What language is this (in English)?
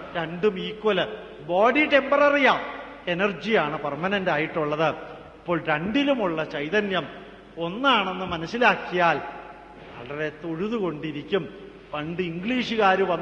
Malayalam